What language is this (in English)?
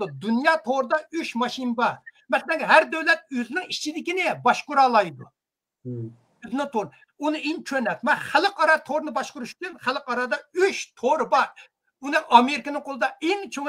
Uyghur